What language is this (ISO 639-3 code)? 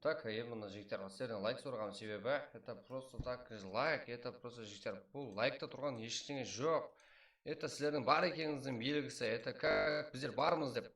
kaa